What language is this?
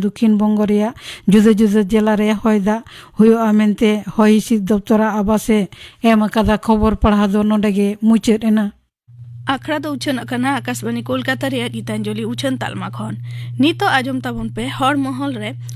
Santali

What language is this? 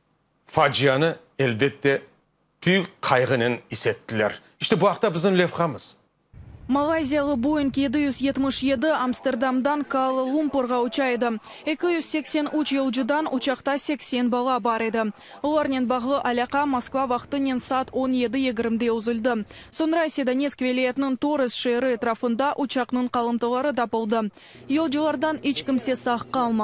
Crimean Tatar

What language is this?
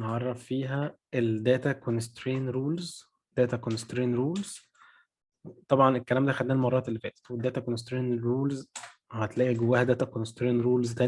Egyptian Arabic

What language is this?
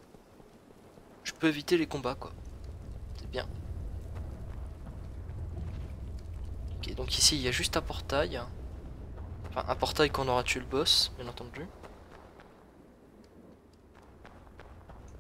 French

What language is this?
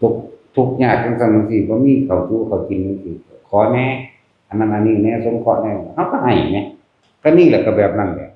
Northeastern Thai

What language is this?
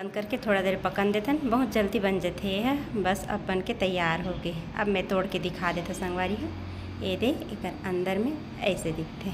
Chhattisgarhi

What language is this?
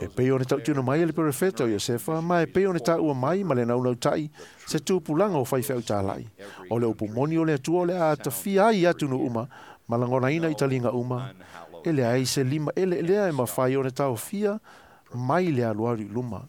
Samoan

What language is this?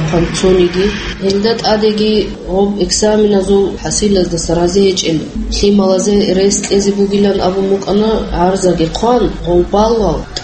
Avaric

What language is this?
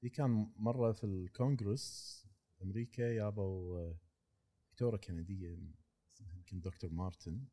Gulf Arabic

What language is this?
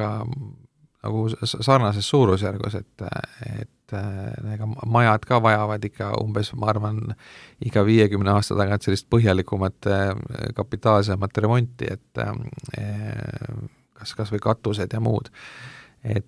Estonian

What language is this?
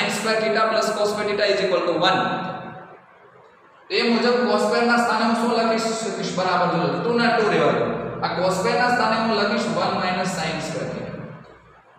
Gujarati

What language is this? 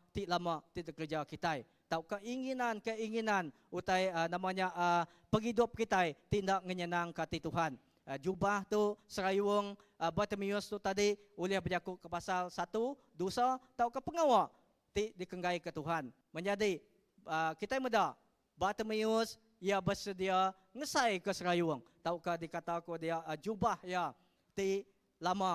Iban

